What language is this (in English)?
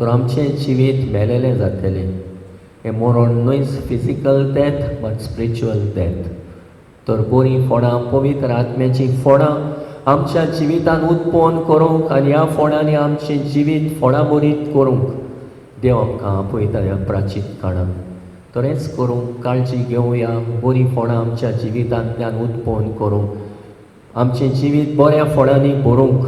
Konkani